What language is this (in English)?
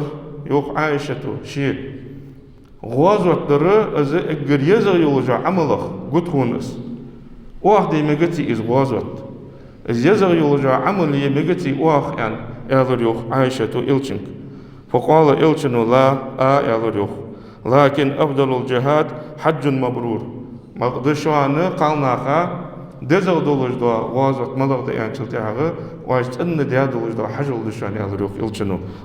Ingush